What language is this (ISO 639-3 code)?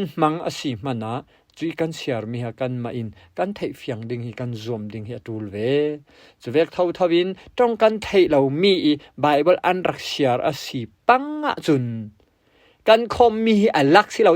cfm